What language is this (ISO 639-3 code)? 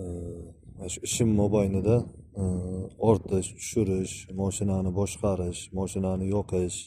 uzb